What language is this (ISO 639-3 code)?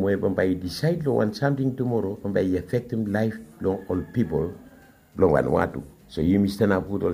bis